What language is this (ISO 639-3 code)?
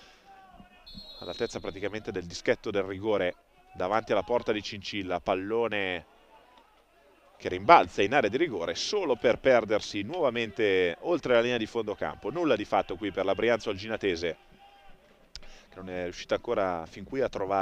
ita